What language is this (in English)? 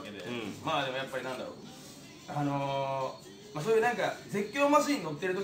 Japanese